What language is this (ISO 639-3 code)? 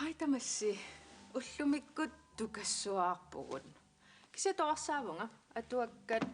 kal